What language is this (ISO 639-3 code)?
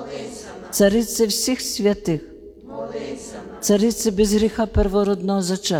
ukr